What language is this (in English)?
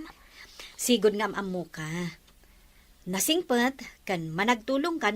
Iloko